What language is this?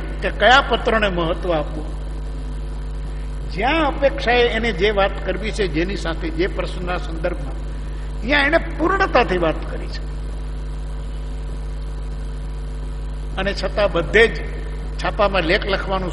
Gujarati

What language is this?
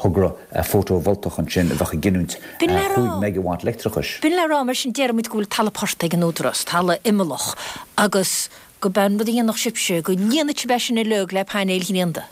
Irish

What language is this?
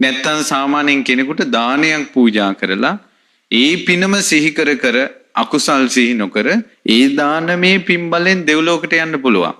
Sinhala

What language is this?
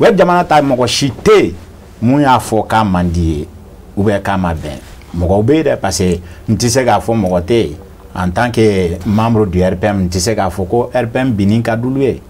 Bambara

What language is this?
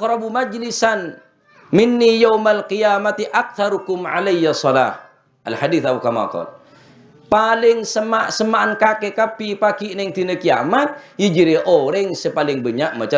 Madurese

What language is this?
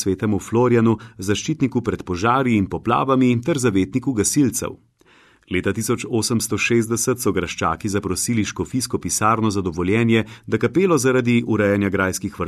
Slovenian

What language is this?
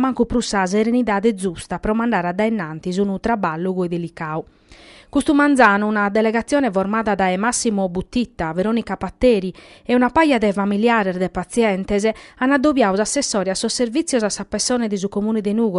Sardinian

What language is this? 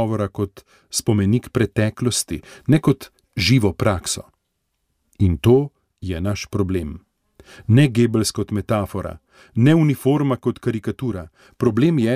Slovenian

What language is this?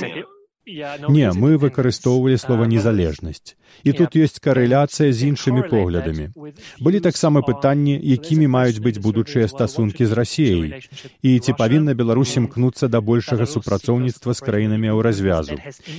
Belarusian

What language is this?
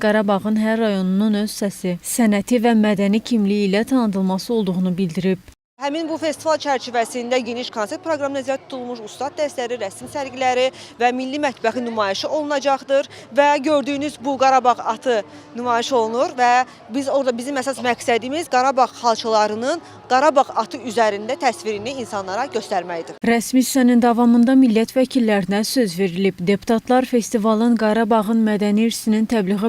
Azerbaijani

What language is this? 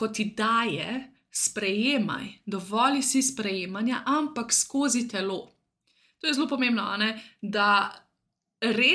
Slovenian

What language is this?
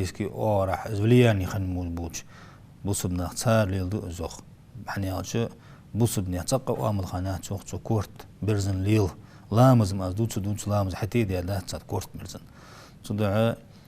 Ingush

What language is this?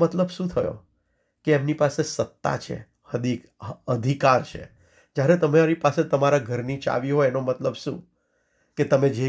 Gujarati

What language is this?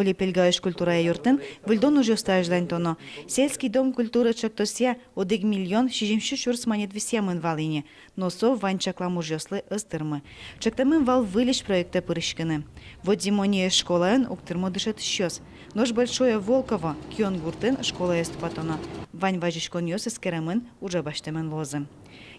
Udmurt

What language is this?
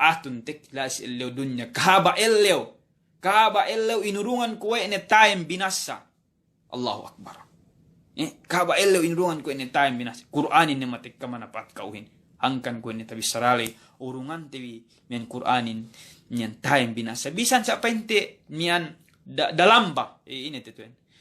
Yakan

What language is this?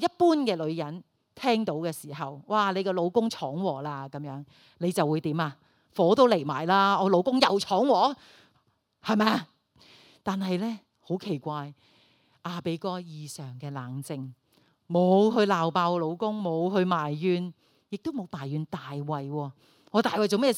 Cantonese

